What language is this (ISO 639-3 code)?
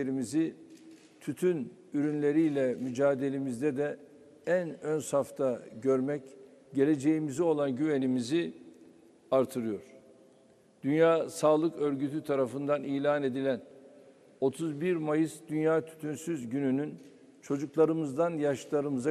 tur